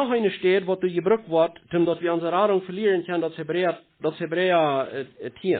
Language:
Plautdietsch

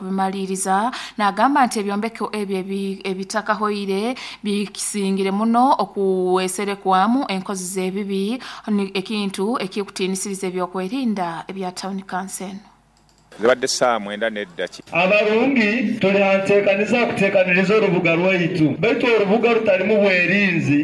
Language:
Nyoro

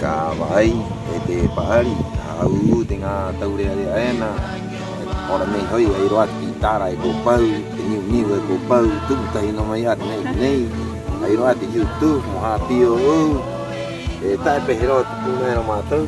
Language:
Rapanui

